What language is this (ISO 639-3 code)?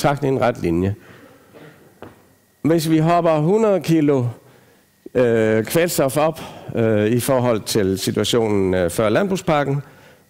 dan